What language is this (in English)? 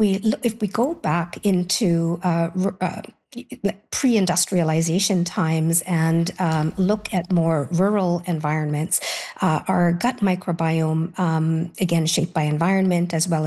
English